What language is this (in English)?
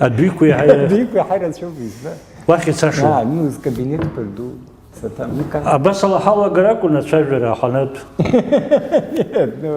Abkhazian